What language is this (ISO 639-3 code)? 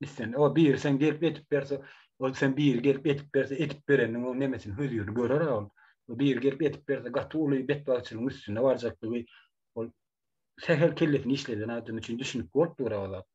tuk